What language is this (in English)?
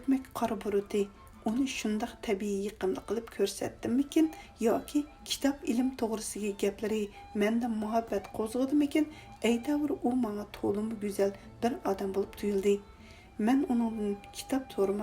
Uyghur